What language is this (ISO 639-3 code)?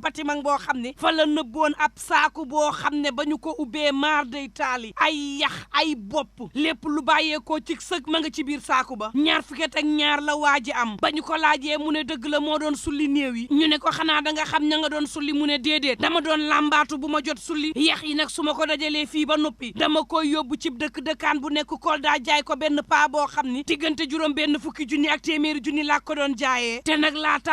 wol